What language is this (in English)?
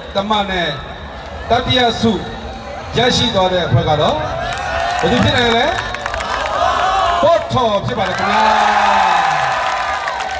Burmese